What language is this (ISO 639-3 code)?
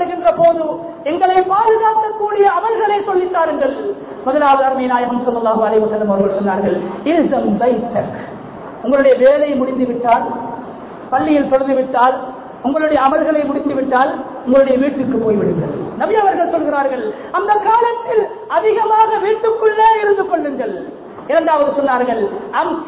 tam